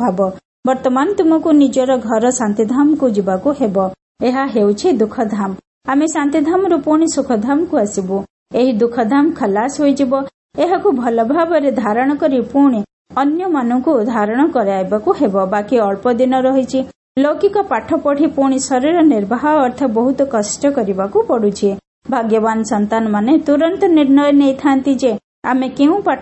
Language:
Odia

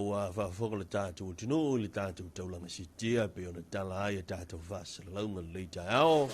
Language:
Samoan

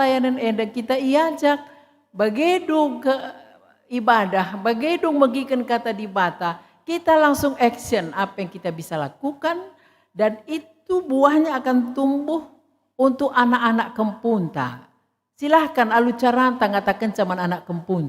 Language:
Batak Karo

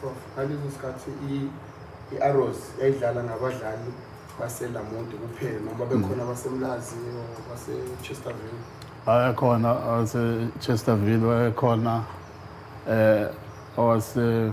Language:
Zulu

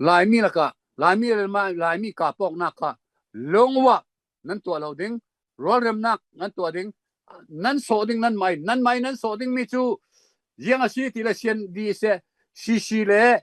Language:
Falam Chin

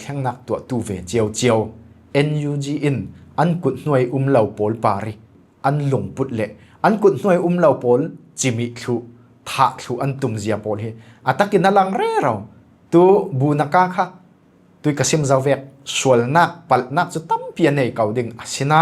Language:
Falam Chin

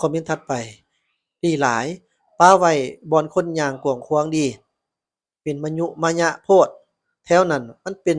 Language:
Lao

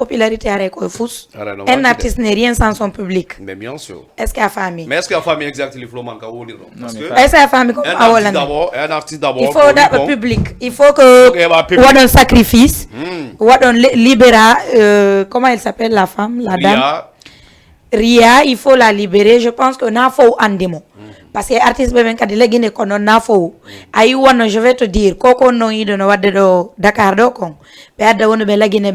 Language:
Fula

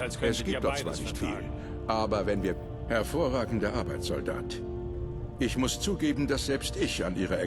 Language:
Bavarian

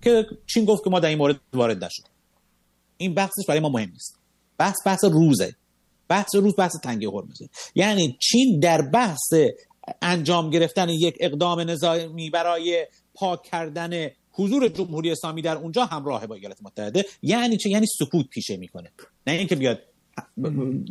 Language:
Persian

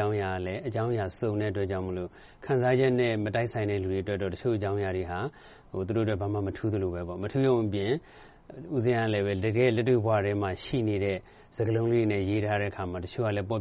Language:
Burmese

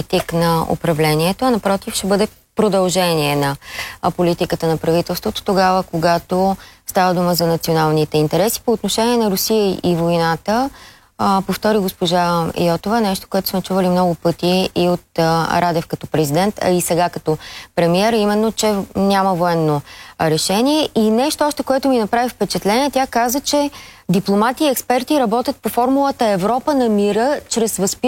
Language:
Bulgarian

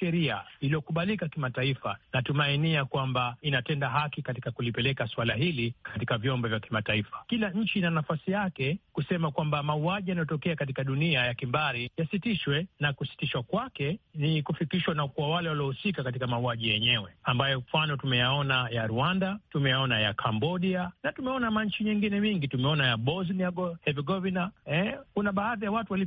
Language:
Swahili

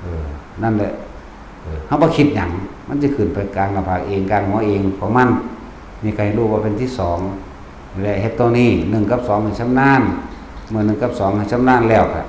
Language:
Northeastern Thai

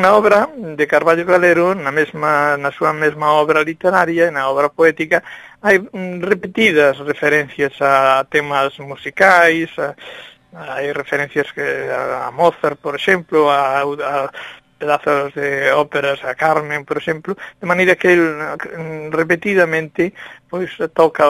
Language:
Galician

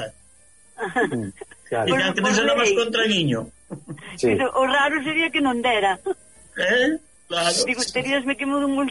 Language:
Galician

